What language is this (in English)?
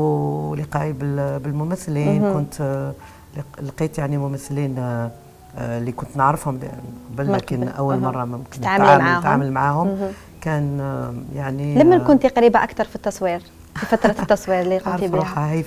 Algerian Arabic